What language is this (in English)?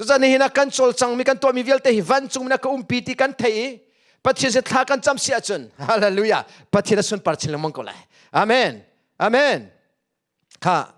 Hakha Chin